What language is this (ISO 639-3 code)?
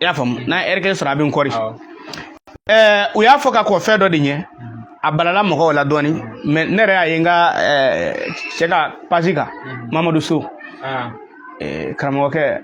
bam